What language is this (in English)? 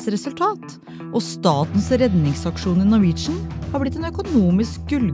Norwegian